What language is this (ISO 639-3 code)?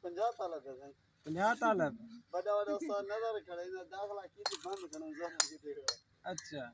skr